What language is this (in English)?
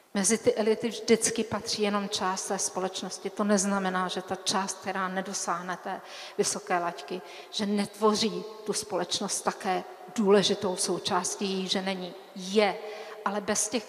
Czech